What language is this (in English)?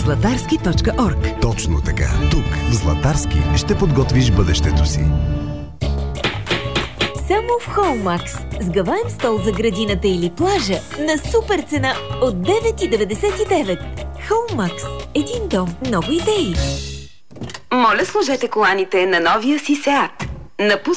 Bulgarian